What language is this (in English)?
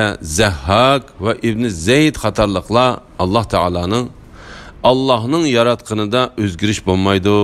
Uyghur